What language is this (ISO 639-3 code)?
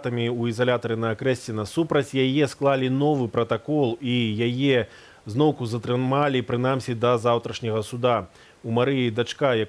bel